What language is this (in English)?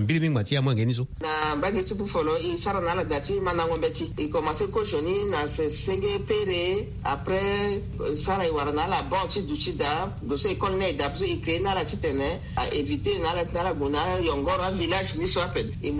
Sango